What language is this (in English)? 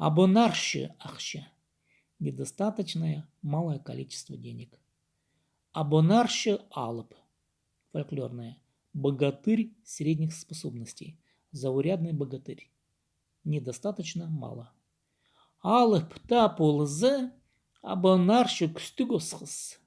Khakas